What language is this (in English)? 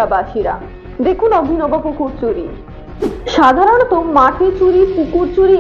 Bangla